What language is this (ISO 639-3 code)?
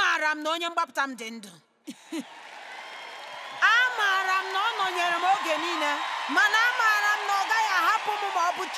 ibo